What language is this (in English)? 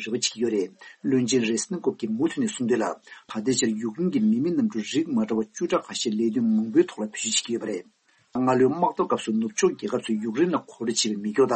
Tibetan